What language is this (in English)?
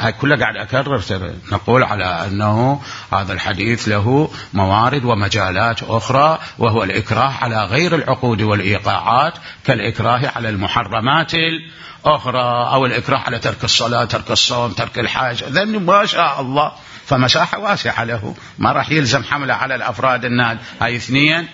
Mesopotamian Arabic